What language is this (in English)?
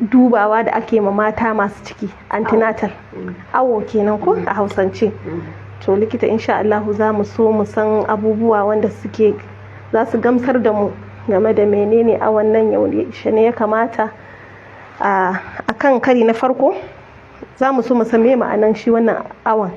Hausa